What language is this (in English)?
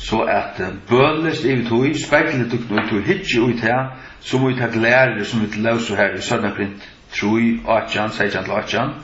Faroese